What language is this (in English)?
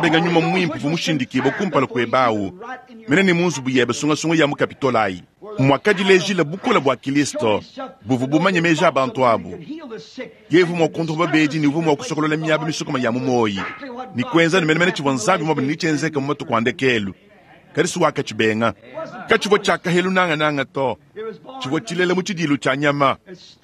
Luba-Lulua